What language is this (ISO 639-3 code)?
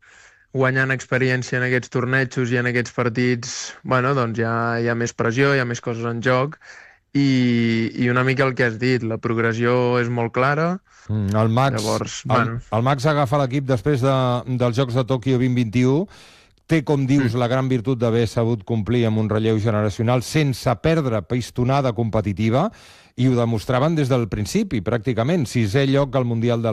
cat